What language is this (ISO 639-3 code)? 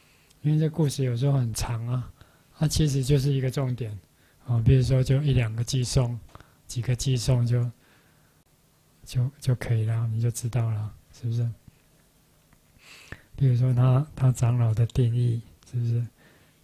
zho